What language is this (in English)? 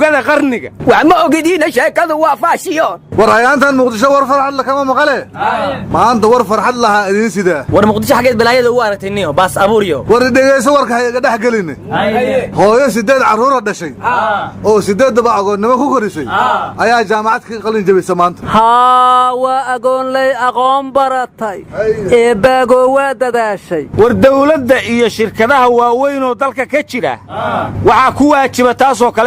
Somali